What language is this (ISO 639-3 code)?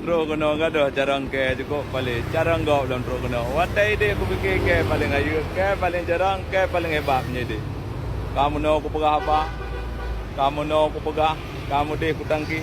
ace